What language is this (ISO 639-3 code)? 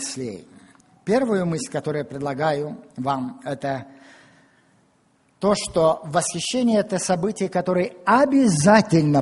rus